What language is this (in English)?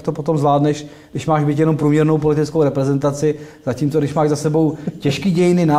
Czech